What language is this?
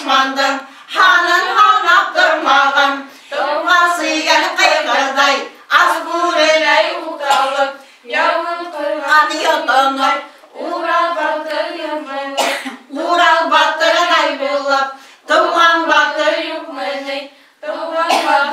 Bashkir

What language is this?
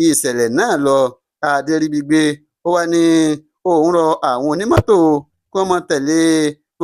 Yoruba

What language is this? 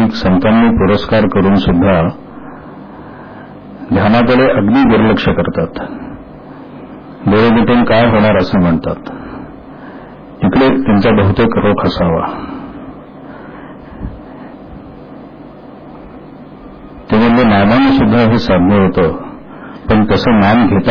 Marathi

